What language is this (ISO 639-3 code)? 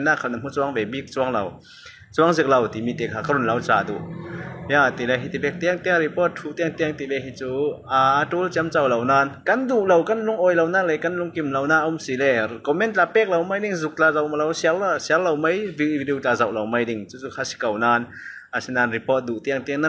cfm